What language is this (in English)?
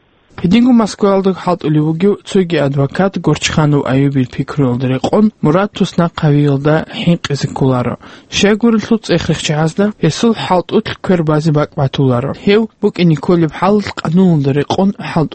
Avaric